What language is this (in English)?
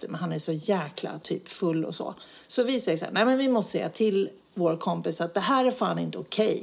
Swedish